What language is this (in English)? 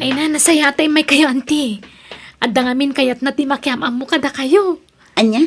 Iloko